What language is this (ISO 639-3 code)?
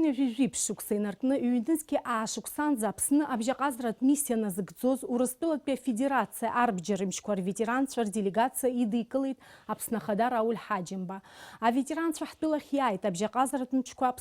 abk